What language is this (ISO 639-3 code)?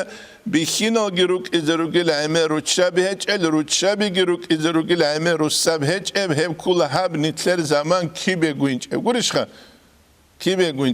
ava